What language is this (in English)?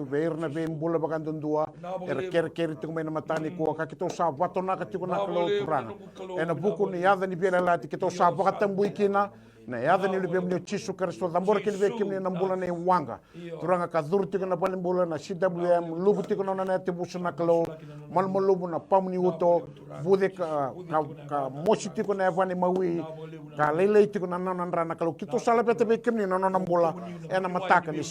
Fijian